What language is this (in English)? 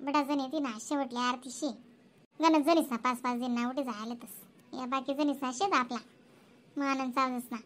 Khandesi